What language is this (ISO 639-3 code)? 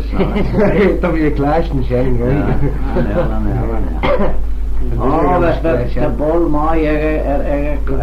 glv